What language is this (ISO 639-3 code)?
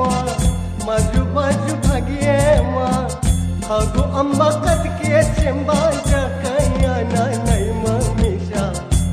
new